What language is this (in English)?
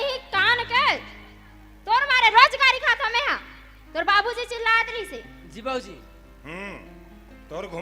Chhattisgarhi